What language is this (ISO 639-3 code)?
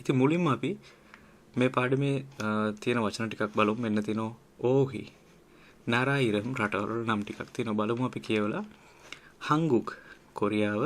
sin